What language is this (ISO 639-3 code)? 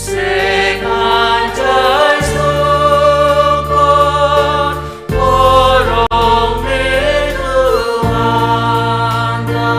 bts